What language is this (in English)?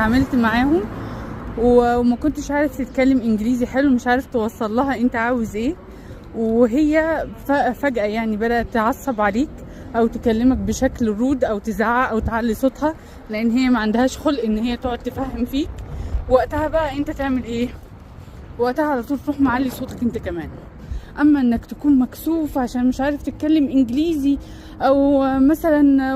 Egyptian Arabic